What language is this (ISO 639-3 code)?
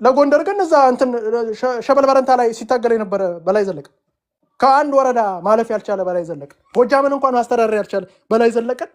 amh